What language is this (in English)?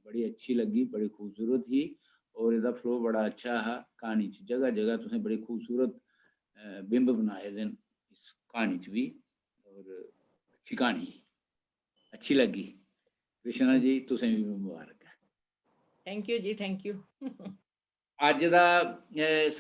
Dogri